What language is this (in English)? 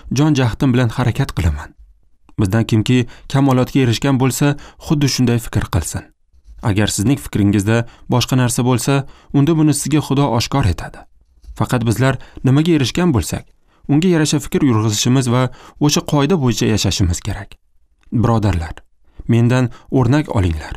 Uzbek